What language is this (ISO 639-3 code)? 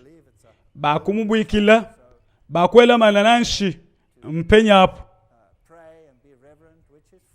lua